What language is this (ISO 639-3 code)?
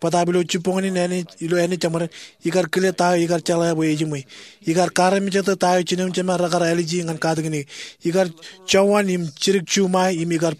mah